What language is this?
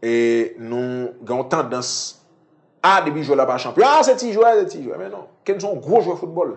Haitian Creole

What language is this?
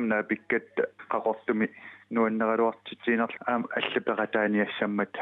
Kalaallisut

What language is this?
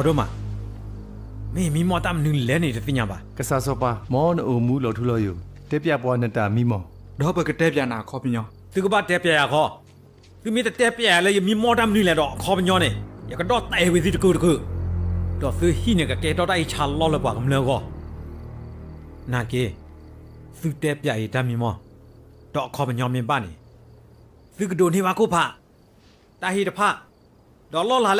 S'gaw Karen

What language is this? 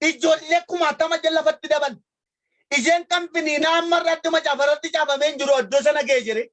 Oromo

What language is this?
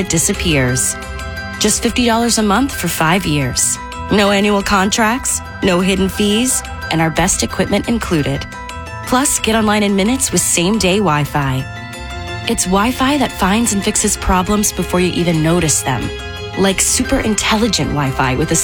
English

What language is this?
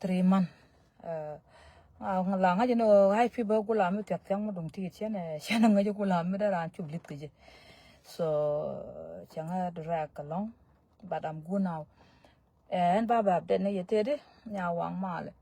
Nuer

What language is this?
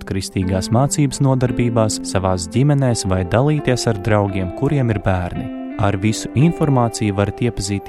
Latvian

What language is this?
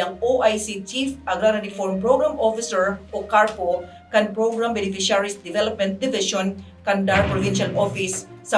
Bikol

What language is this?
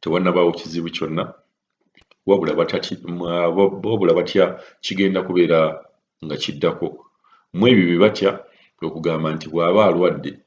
Ganda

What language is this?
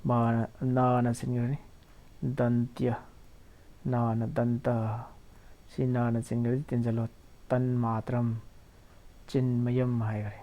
Manipuri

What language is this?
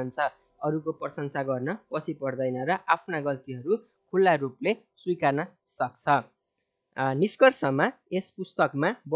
Nepali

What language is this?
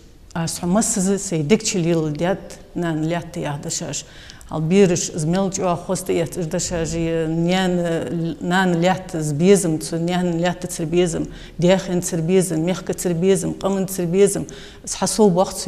Ingush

